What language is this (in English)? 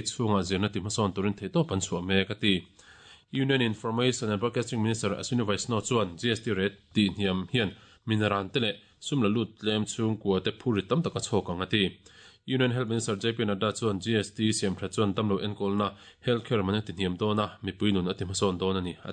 Mizo